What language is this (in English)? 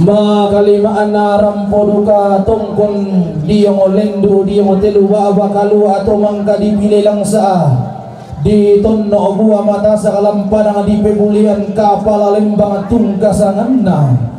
Toraja-Sa'dan